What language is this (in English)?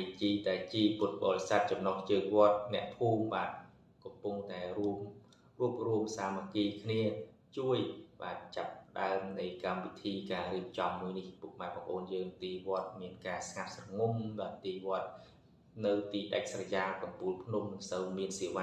Khmer